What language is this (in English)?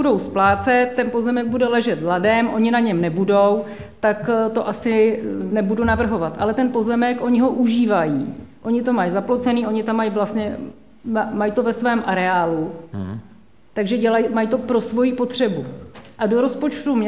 Czech